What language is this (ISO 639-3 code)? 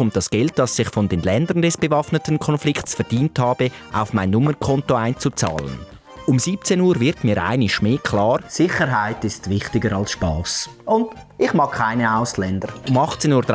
gsw